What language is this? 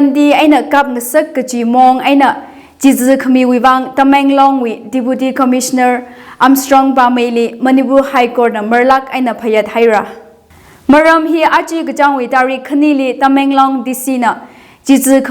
Tangkhul Naga (India)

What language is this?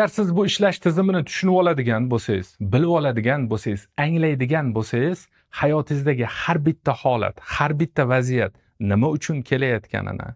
Uzbek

